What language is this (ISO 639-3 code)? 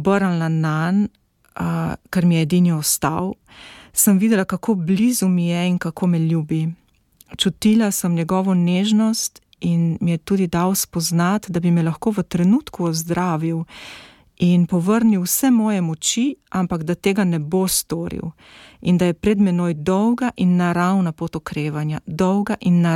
slv